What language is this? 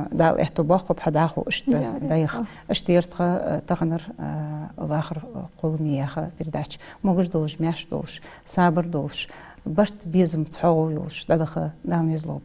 Ingush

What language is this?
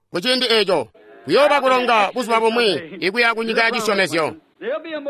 Tonga (Zambia)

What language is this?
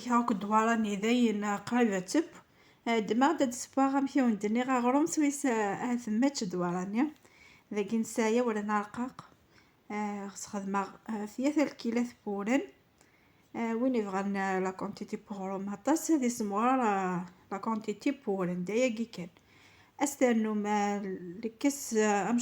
Kabyle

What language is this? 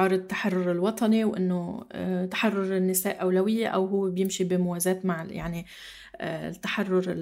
North Levantine Arabic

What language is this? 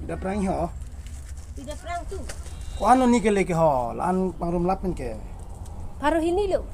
Karbi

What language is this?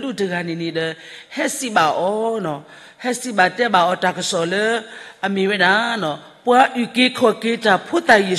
S'gaw Karen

